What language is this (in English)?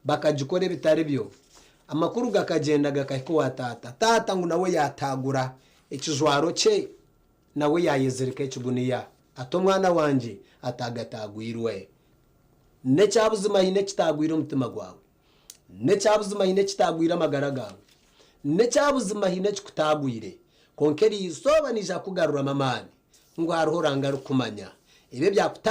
Nyankole